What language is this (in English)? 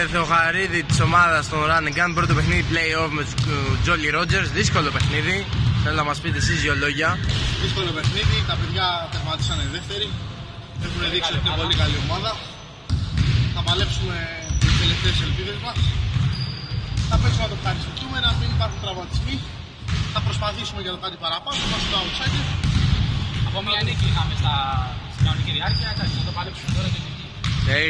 Greek